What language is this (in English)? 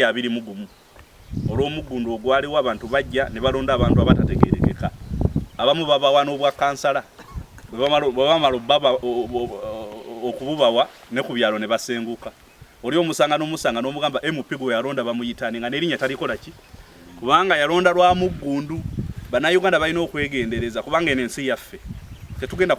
Ganda